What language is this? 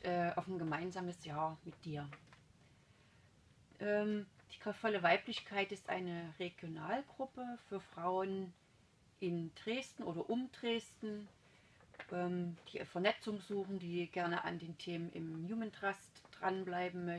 German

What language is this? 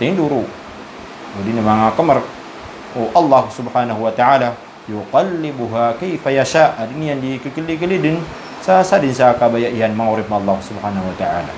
Maranao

